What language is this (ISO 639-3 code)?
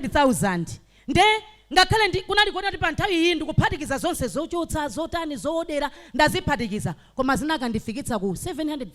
nya